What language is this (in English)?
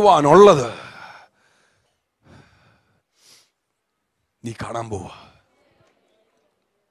Malayalam